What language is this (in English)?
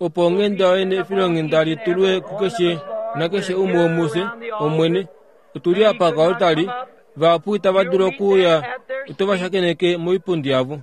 Kuanyama